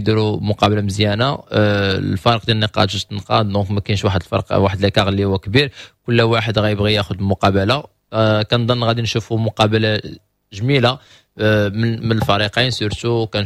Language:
Moroccan Arabic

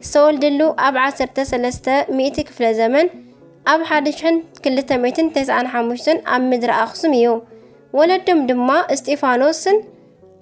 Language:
Tigrinya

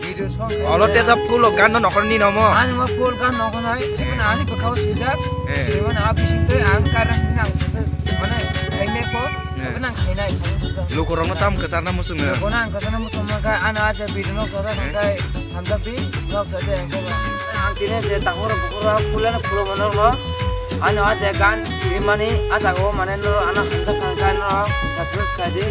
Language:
Kok Borok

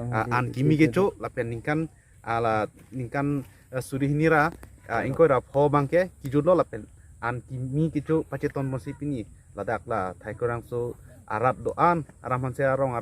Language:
Karbi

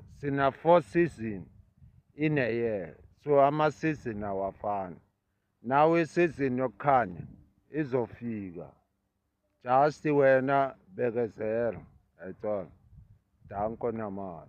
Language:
Zulu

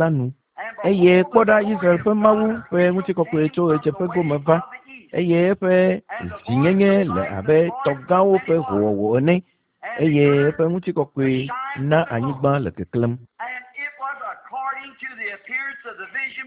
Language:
Ewe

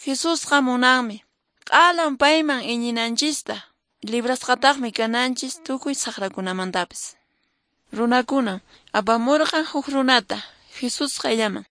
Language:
Quechua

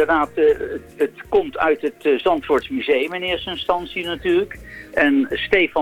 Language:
Dutch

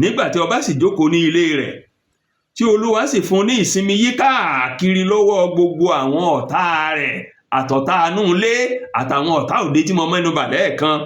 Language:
Yoruba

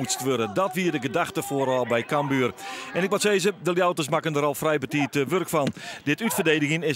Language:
Western Frisian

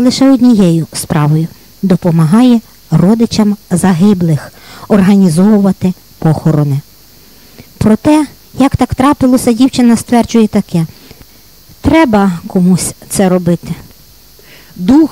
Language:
Ukrainian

